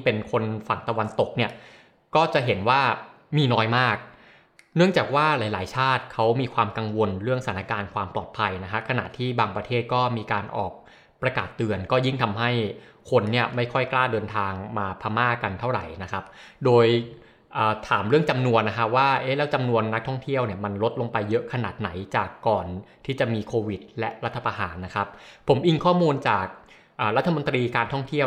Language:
Thai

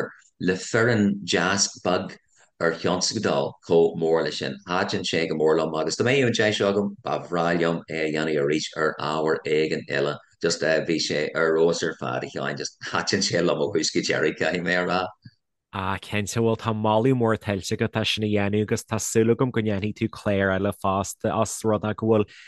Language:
Irish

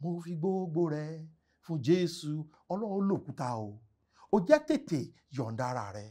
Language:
Yoruba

